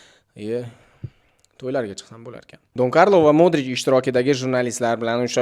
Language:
Uzbek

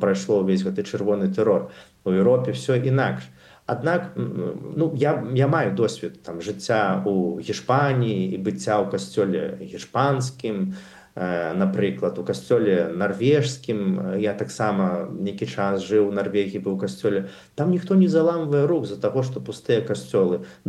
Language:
Belarusian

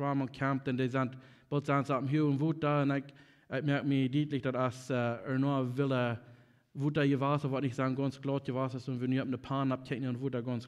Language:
Plautdietsch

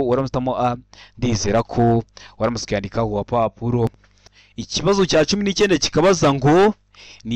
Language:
Kinyarwanda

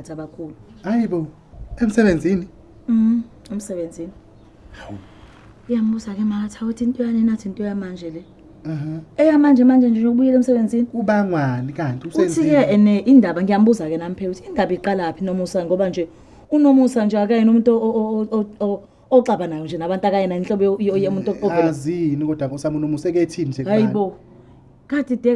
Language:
Zulu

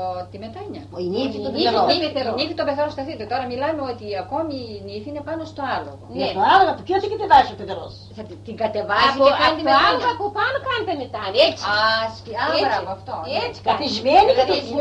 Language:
Greek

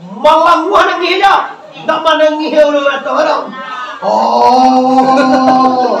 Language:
Minangkabau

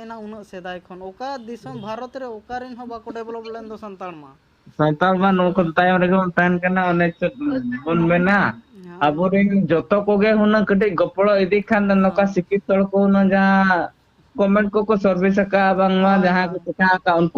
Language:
Santali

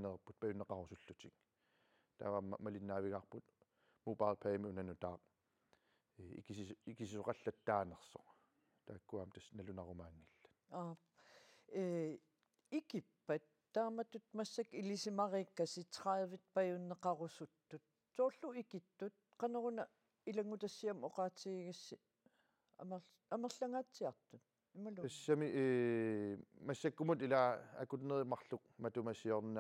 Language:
Kalaallisut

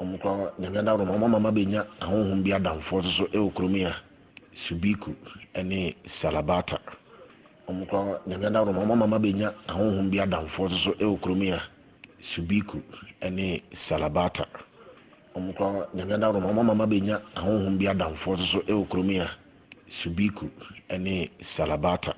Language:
Akan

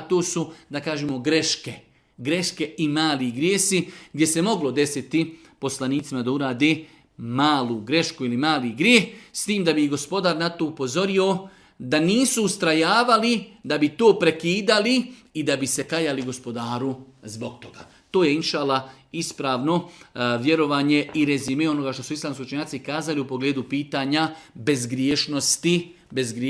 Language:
Bosnian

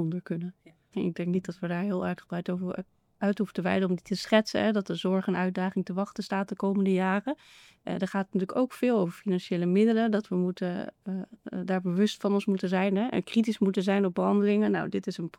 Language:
Dutch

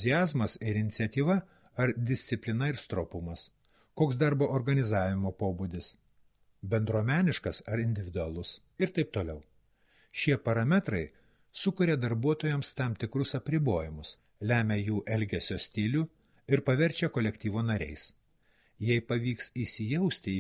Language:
Lithuanian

